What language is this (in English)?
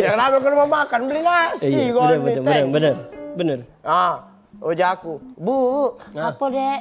Musi